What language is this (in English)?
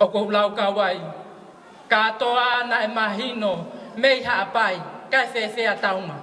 Tongan